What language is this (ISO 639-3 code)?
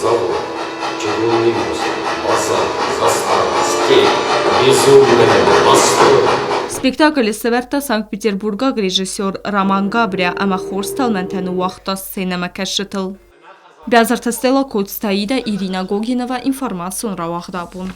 oss